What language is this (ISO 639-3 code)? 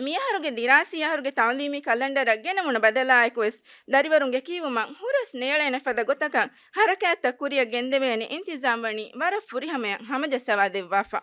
div